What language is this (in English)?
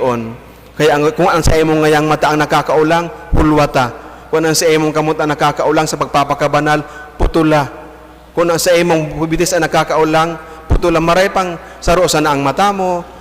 Bikol